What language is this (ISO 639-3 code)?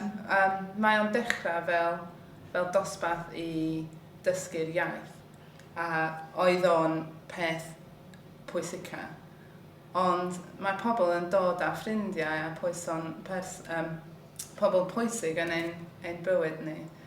cym